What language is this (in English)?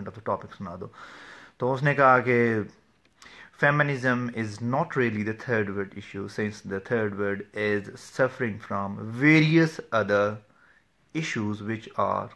Urdu